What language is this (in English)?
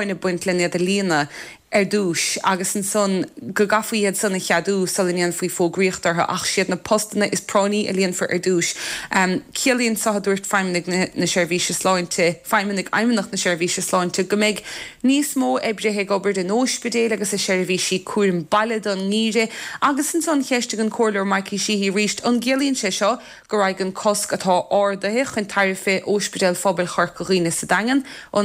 Irish